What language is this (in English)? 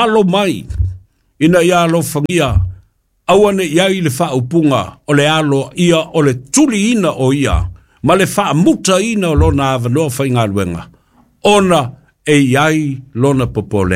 Samoan